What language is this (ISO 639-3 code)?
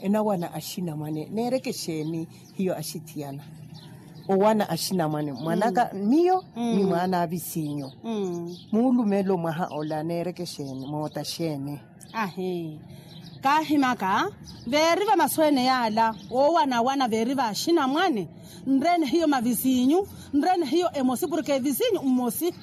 vmw